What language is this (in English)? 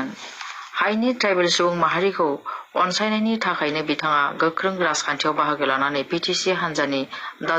Bodo